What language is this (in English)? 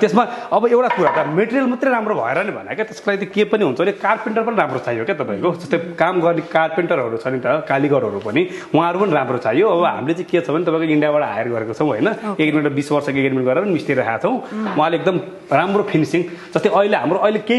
Nepali